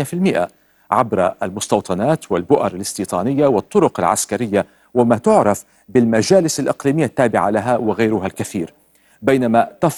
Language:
Arabic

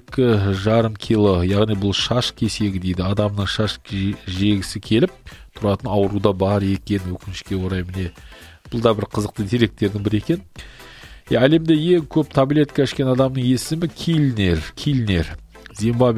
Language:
Kazakh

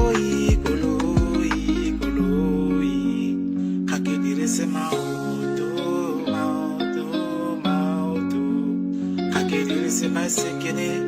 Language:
Tswana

